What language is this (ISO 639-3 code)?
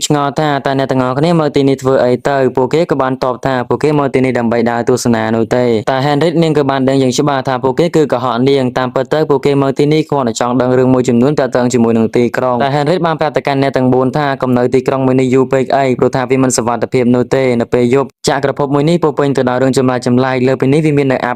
khm